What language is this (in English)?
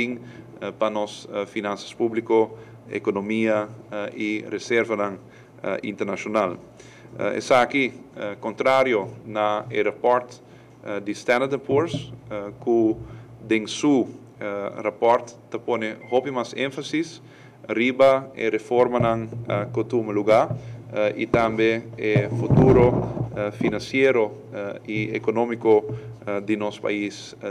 Papiamento